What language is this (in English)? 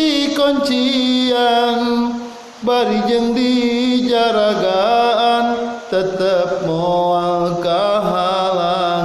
Sundanese